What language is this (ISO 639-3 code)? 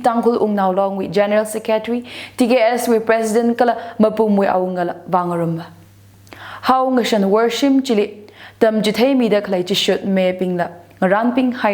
nmf